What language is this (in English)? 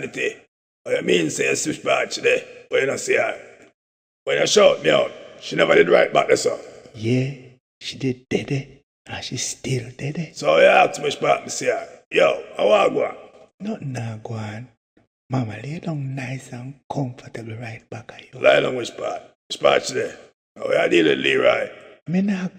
Jamaican Creole English